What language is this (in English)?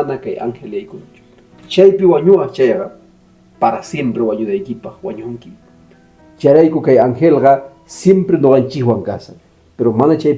Quechua